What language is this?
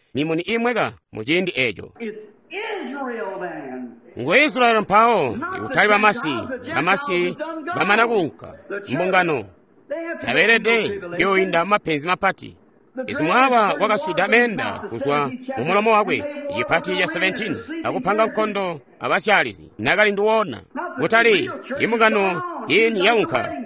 Tonga (Zambia)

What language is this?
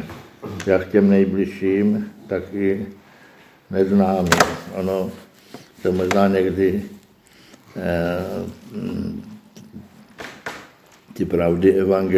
Czech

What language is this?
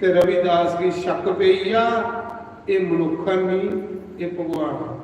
Dogri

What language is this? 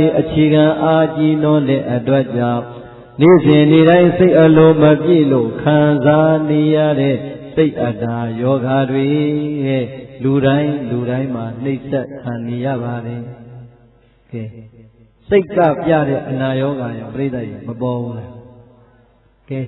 Burmese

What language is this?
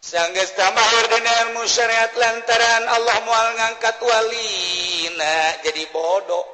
Sundanese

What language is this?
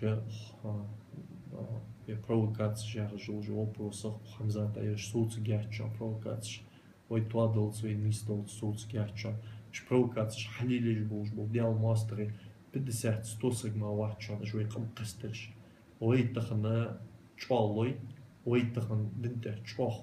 Ingush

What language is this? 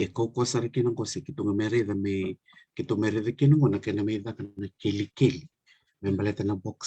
Fijian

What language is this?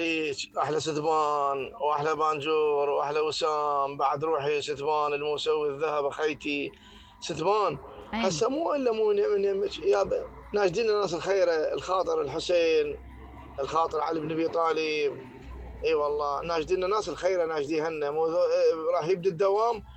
Mesopotamian Arabic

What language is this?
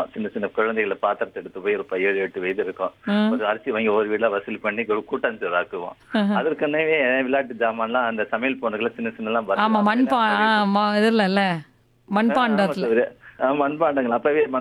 Tamil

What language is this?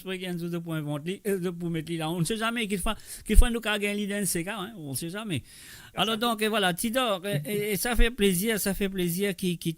Morisyen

